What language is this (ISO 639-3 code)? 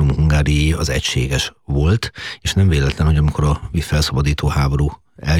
hun